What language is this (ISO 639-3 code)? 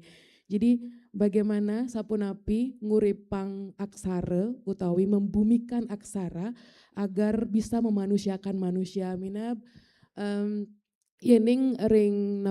ban